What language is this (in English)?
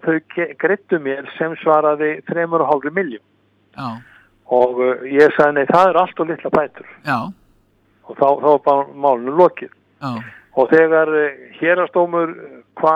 Icelandic